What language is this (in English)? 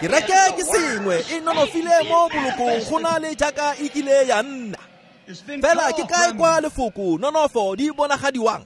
Tswana